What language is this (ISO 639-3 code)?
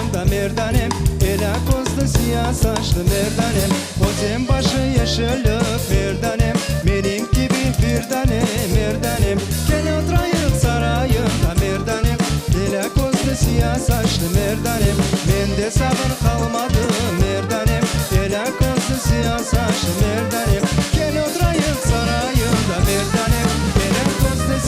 crh